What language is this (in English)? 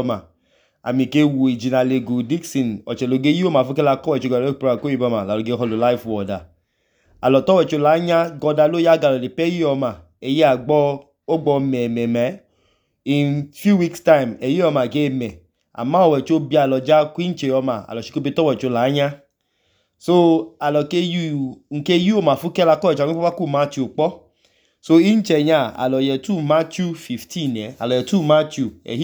Idoma